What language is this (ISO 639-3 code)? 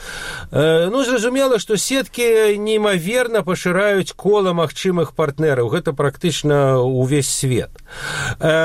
bel